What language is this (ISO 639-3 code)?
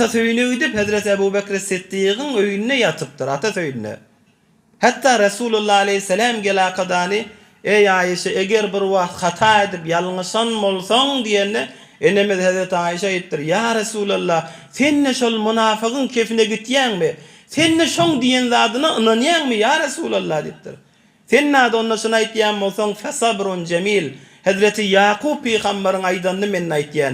tuk